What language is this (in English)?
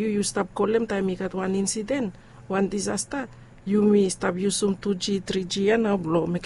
Bislama